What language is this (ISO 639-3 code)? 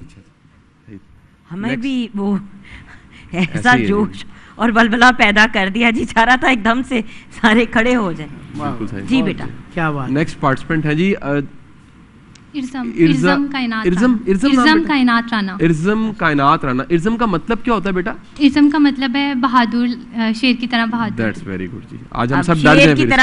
urd